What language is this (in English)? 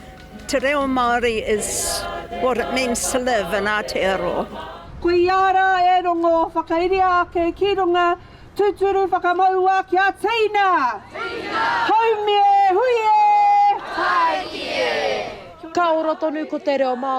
Māori